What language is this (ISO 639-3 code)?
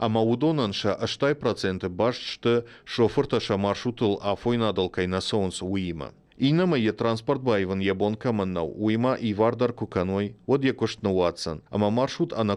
oss